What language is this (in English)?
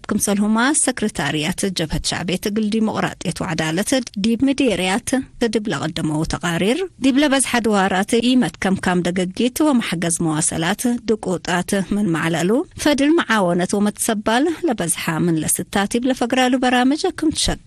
Tigre